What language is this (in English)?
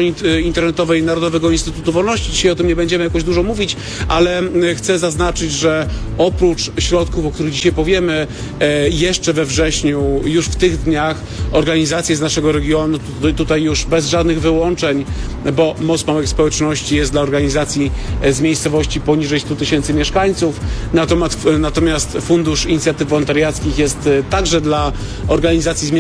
Polish